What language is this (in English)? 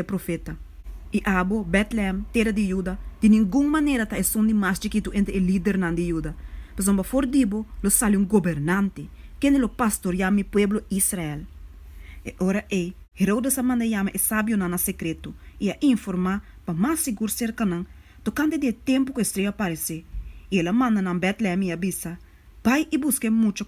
Papiamento